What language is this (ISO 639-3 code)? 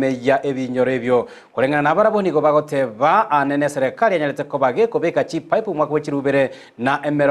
guz